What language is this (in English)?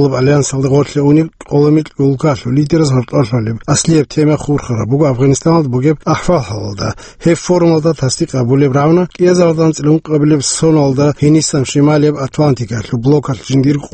Avaric